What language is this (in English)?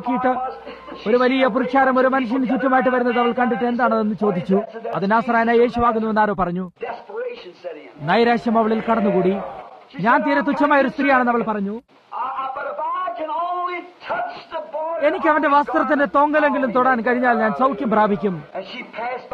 Malayalam